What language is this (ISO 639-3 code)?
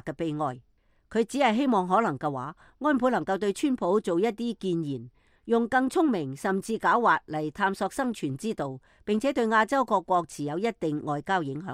yue